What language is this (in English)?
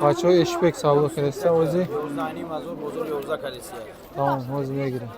Tajik